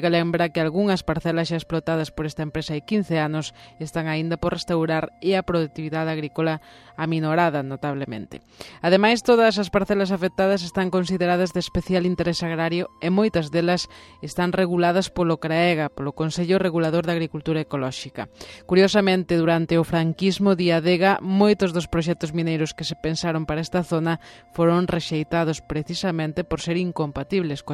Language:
Galician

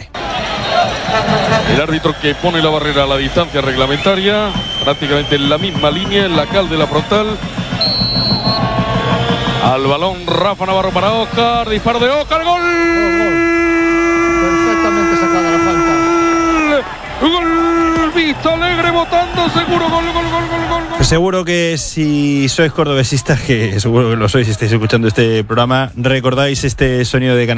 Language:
Spanish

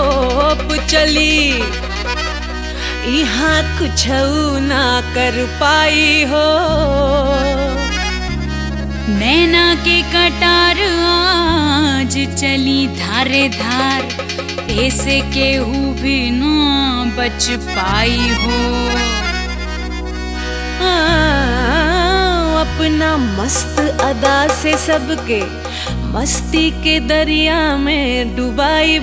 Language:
Bhojpuri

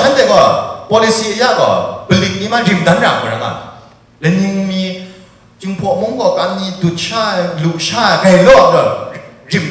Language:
Kachin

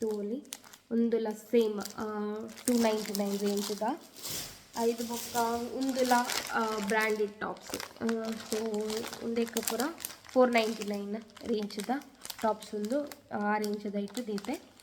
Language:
Tulu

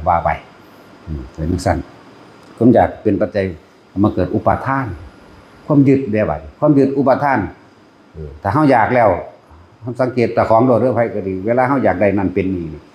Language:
Northeastern Thai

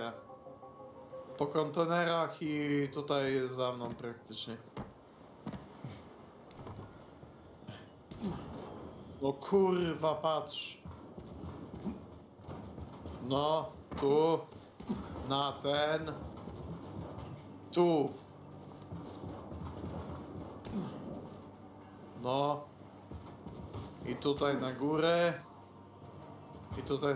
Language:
Polish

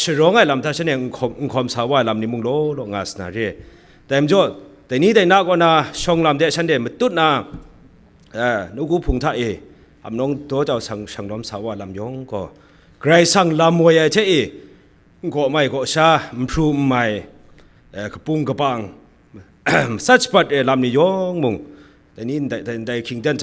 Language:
Kachin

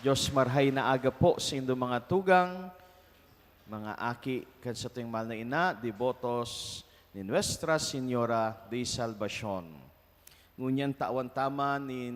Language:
Bikol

